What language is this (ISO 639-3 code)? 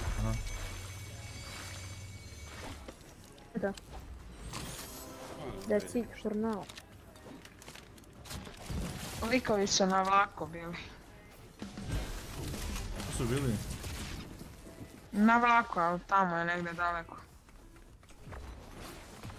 hrv